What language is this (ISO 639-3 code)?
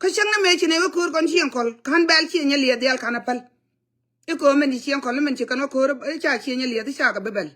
nus